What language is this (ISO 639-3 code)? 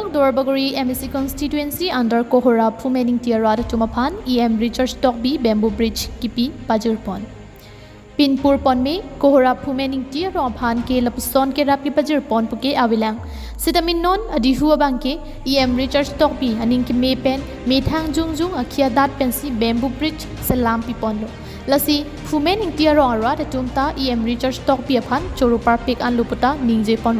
mjw